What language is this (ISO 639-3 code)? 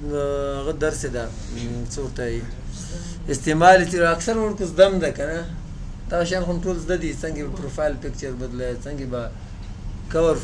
pus